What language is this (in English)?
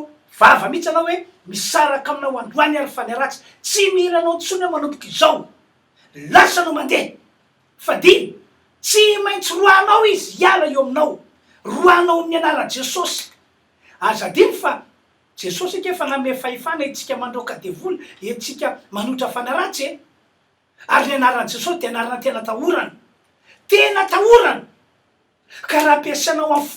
Malagasy